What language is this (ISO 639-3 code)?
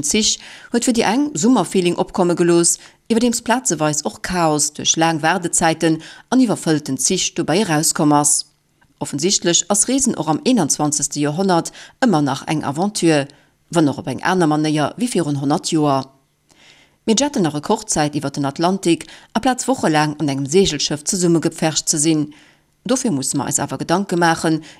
ltz